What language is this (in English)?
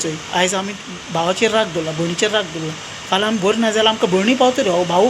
Konkani